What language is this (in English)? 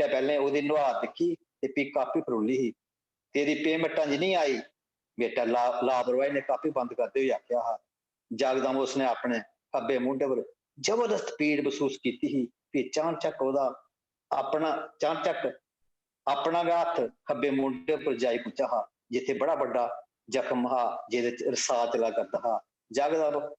Dogri